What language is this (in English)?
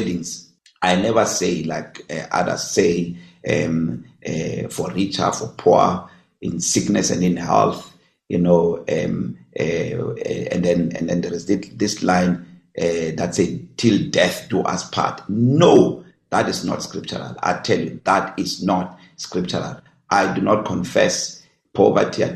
English